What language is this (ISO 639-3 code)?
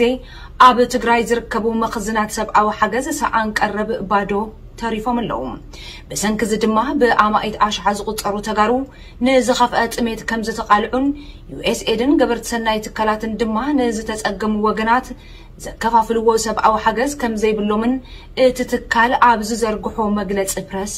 tir